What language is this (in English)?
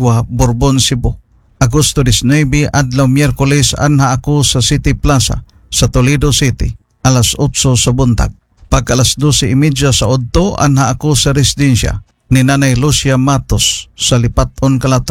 Cebuano